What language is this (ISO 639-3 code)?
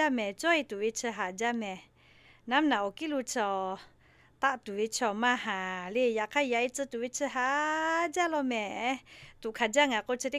lhu